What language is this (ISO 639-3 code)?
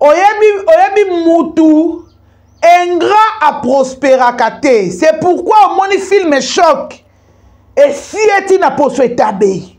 lin